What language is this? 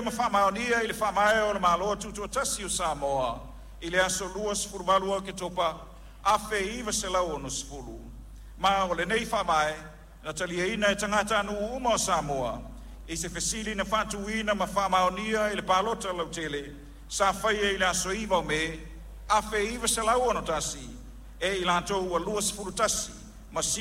Samoan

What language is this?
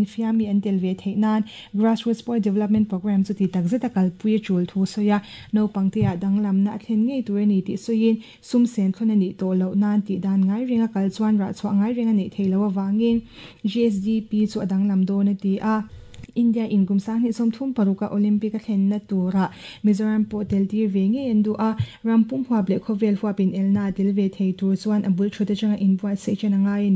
Mizo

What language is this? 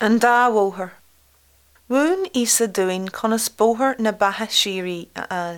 Irish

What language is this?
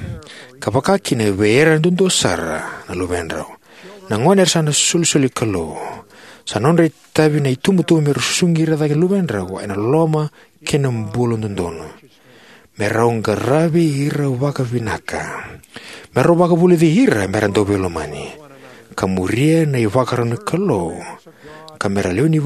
Fijian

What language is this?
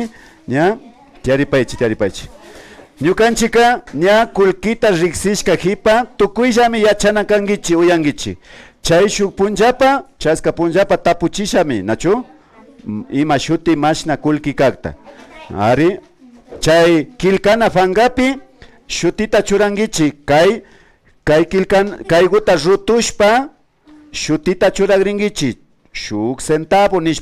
Imbabura Highland Quichua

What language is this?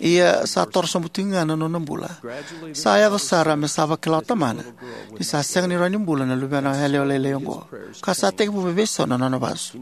Fijian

